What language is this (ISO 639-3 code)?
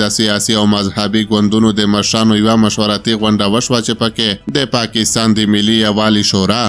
pus